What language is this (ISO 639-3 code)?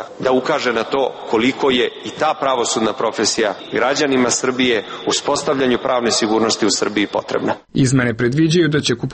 srp